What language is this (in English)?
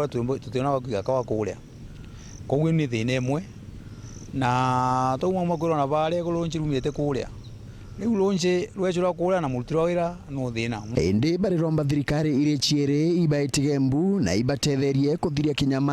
Meru